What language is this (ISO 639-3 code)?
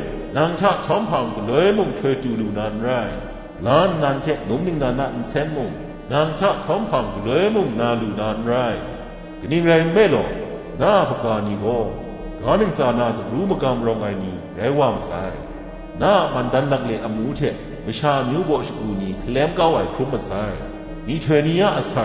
kac